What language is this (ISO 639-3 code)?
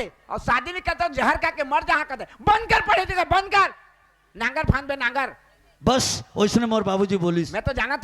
hne